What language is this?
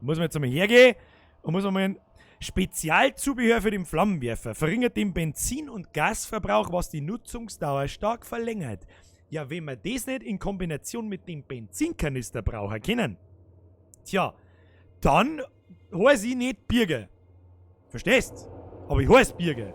Bavarian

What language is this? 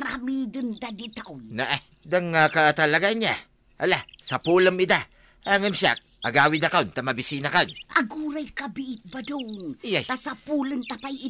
Iloko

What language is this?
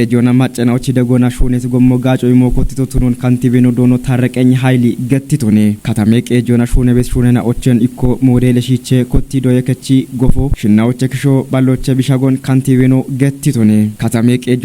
Kafa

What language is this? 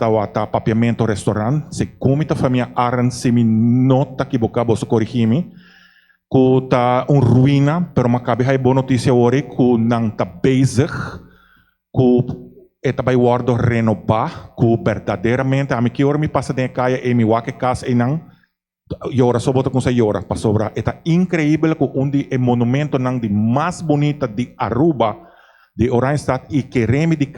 Papiamento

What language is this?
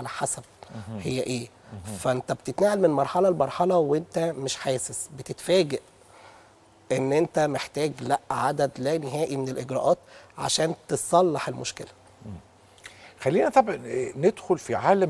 Egyptian Arabic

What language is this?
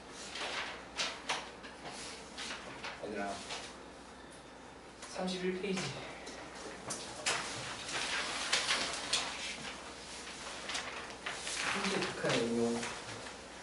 Korean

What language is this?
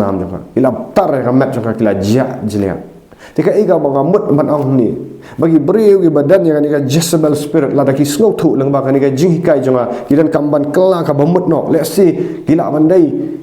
Khasi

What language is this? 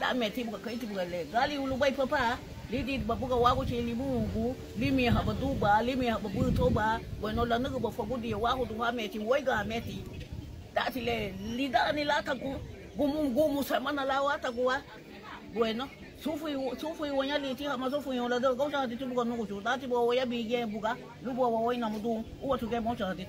Garifuna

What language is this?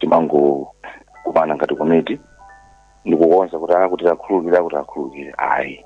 Nyanja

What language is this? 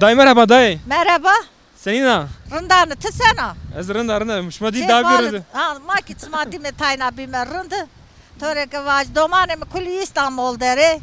Zaza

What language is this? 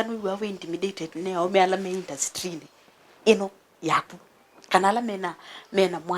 Kamba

